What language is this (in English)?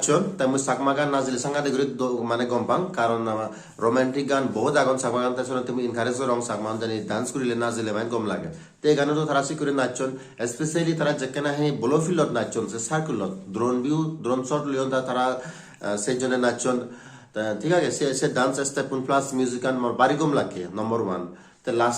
Chakma